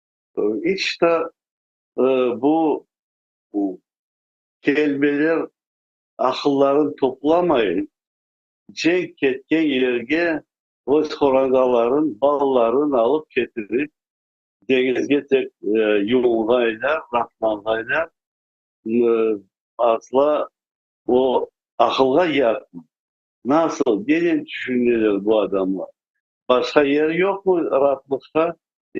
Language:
Crimean Tatar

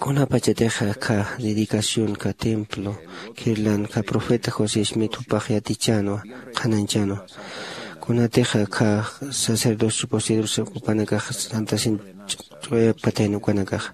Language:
Aymara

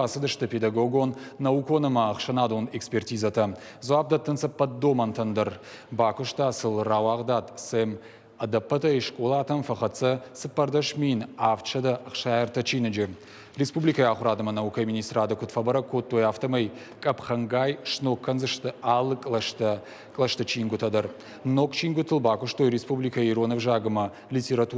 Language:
Ossetic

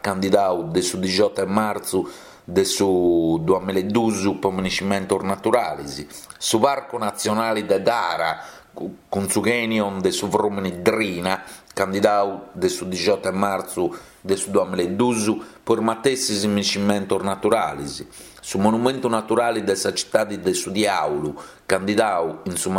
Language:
Sardinian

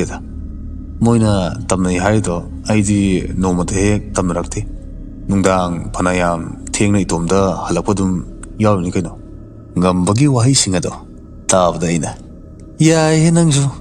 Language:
Manipuri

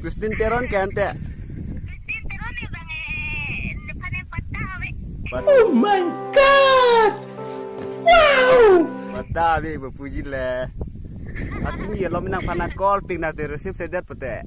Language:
Karbi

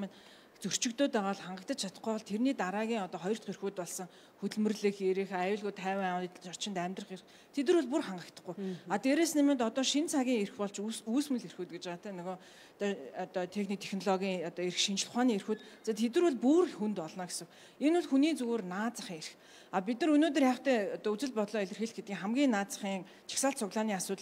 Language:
Mongolian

